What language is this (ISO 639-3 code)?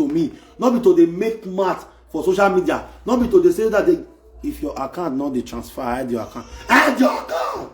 pcm